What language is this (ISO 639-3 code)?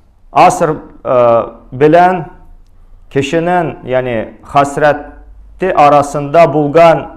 tat